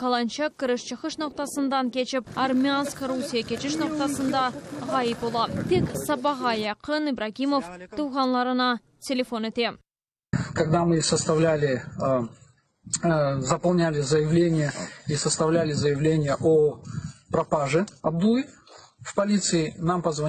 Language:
Crimean Tatar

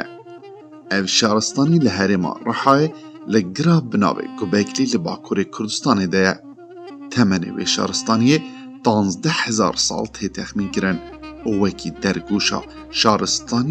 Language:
Kurdish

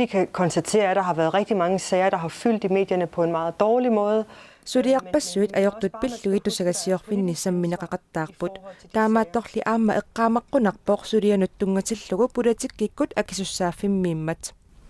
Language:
Kalaallisut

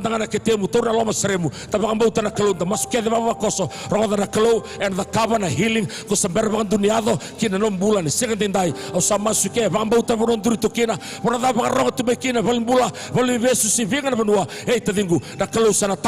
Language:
Fijian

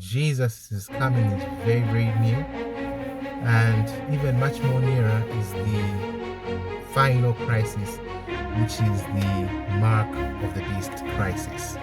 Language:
English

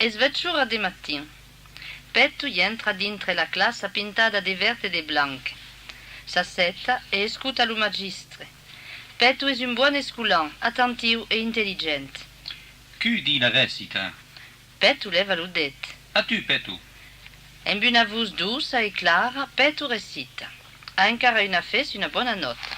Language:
Occitan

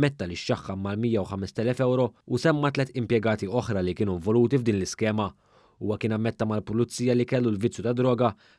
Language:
Maltese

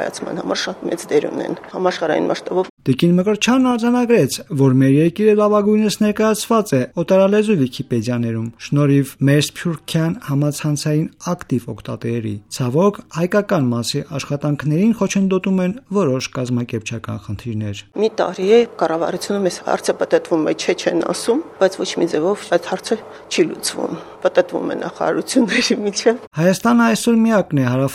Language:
Armenian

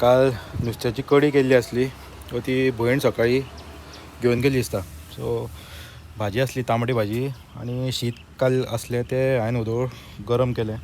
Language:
Konkani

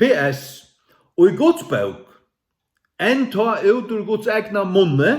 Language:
Faroese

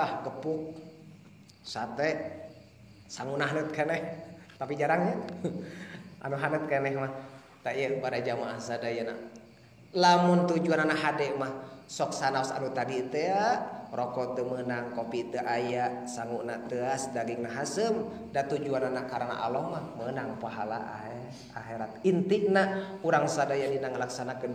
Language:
Sundanese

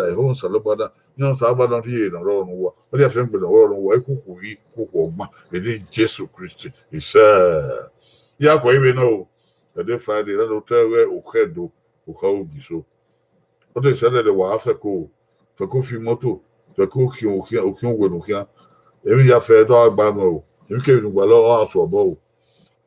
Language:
Bini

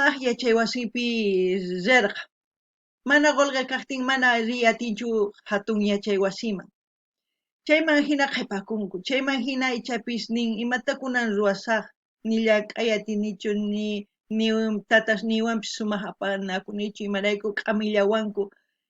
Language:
South Bolivian Quechua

